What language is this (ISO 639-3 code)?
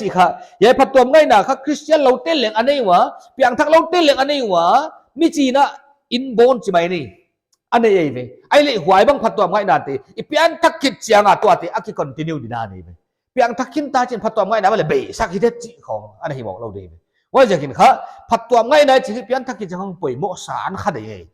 pck